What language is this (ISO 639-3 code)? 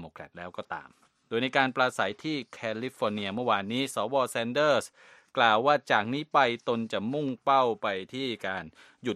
tha